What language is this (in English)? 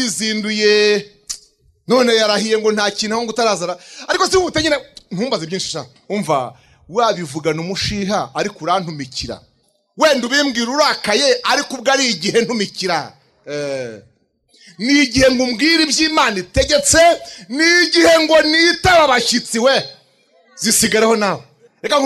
Kinyarwanda